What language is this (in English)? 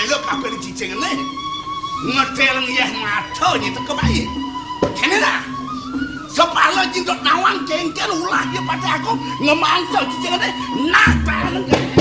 Balinese